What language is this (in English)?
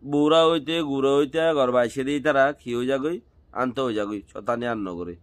Rohingya